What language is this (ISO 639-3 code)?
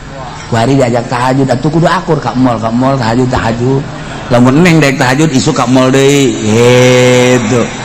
sun